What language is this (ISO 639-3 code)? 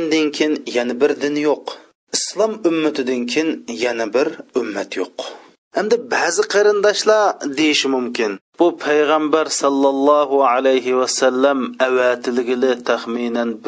uig